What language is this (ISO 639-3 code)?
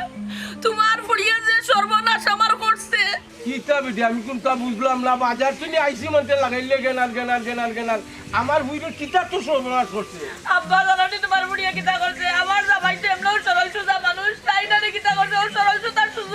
syl